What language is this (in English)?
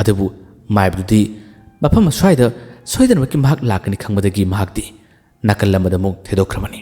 Manipuri